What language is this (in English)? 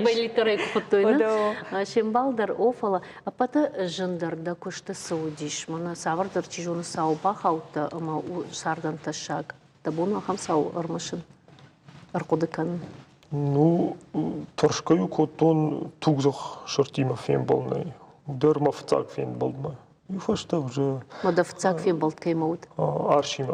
Ossetic